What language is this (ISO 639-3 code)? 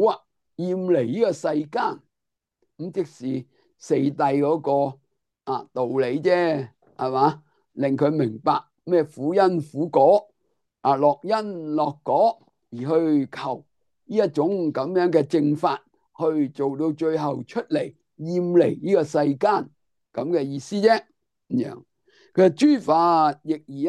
yue